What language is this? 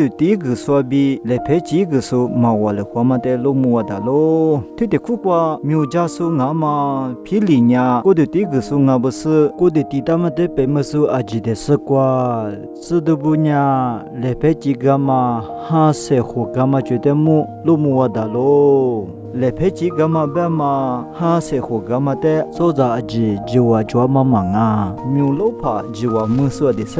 Lisu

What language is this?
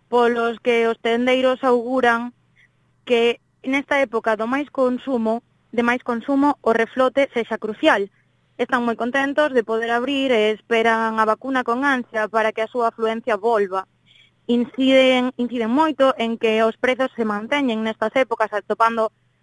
Galician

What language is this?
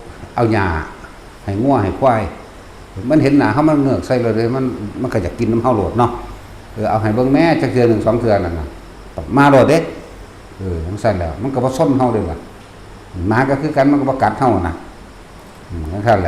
Northeastern Thai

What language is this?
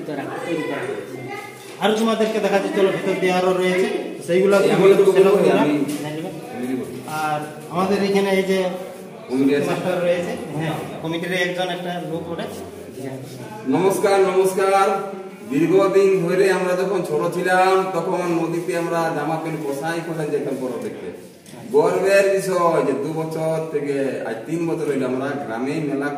Bangla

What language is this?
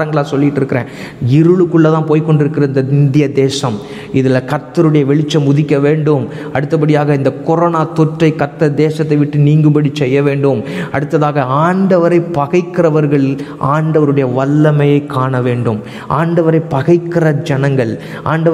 Tamil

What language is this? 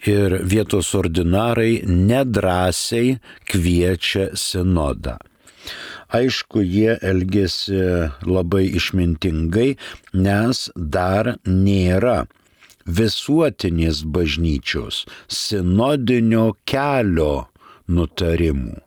Lithuanian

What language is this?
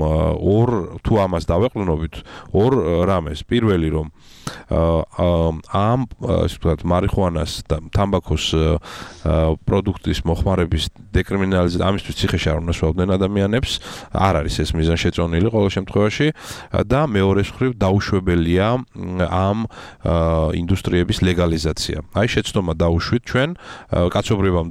Georgian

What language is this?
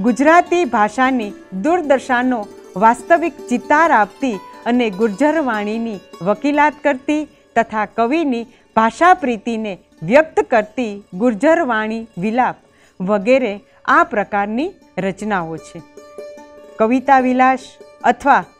Gujarati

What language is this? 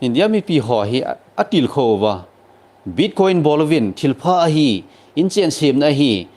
Thado Chin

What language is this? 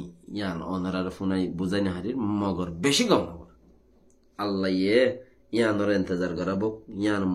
Rohingya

